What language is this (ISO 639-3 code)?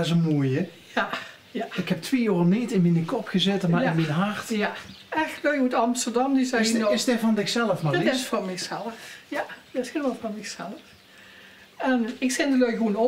lim